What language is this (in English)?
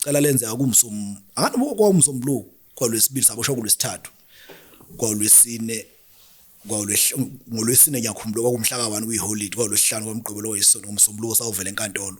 Zulu